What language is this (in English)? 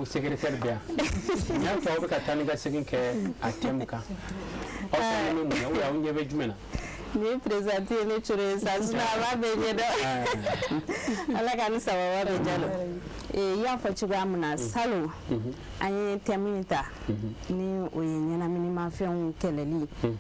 Bambara